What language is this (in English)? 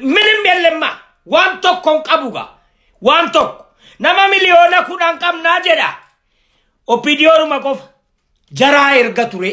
Oromo